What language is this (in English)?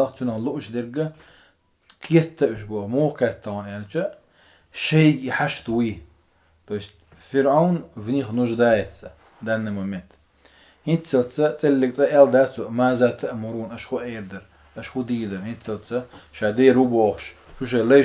Chechen